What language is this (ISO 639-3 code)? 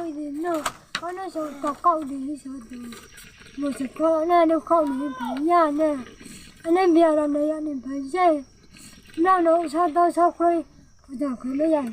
ria